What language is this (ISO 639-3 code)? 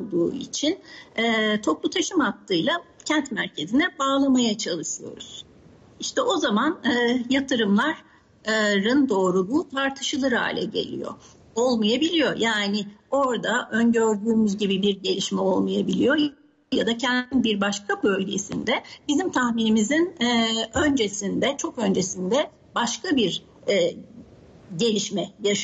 tur